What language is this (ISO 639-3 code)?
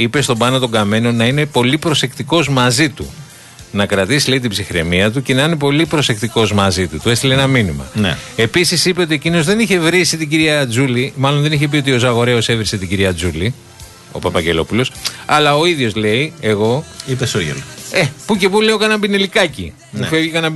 ell